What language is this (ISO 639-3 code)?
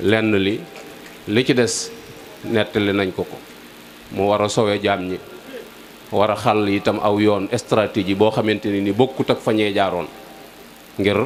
wol